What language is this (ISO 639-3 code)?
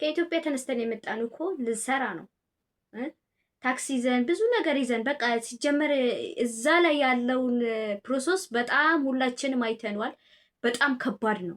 amh